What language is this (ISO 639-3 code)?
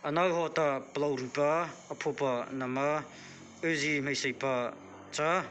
mrh